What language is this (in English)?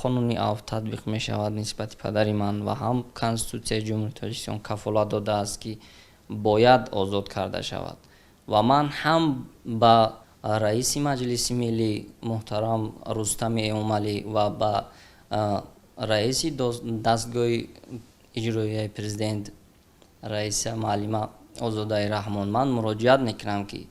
Tajik